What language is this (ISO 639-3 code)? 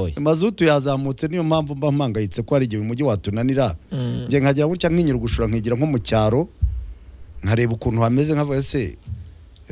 kin